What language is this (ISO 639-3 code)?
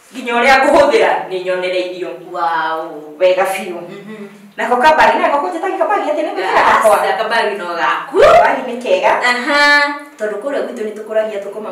kik